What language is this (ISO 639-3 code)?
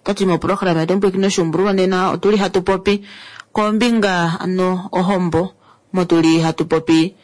kua